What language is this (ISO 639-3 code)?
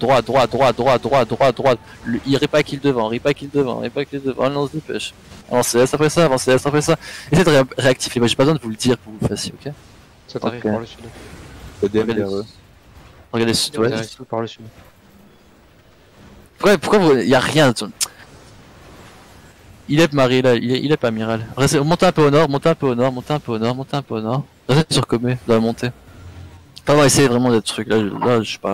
fra